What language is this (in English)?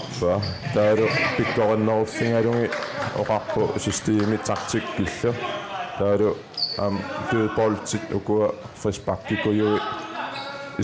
Kalaallisut